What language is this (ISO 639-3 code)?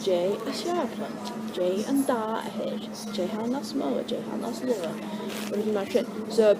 gla